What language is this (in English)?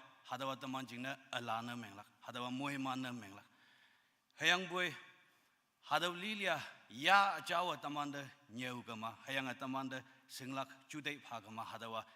Konyak Naga